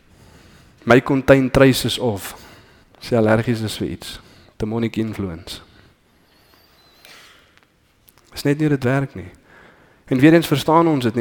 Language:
Afrikaans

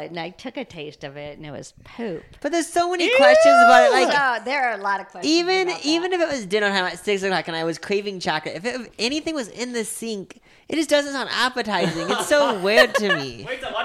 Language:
English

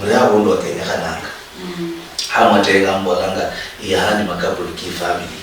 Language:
Luyia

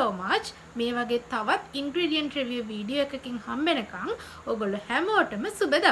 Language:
Sinhala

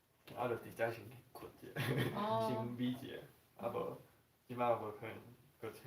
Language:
Min Nan Chinese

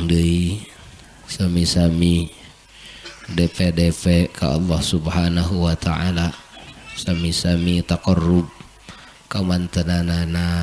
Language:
Sundanese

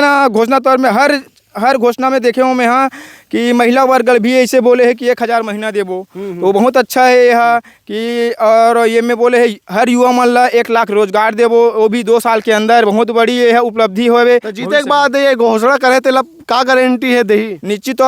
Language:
Chhattisgarhi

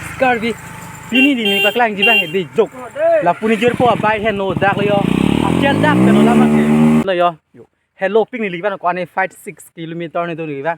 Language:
Karbi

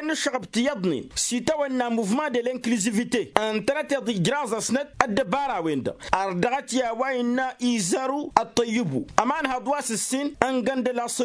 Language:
Tamasheq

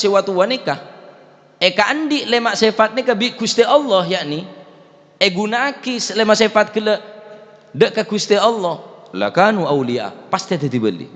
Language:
Madurese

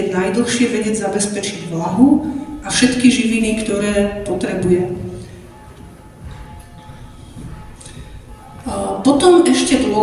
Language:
Slovak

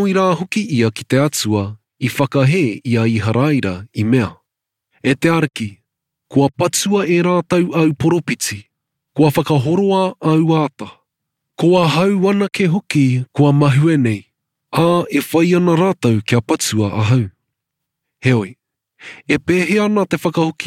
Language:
Māori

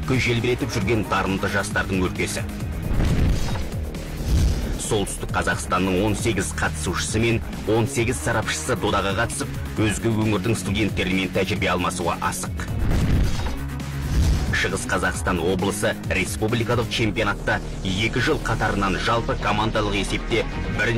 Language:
Kazakh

